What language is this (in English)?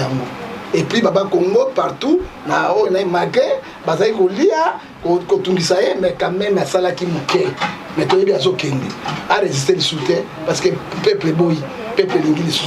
Lingala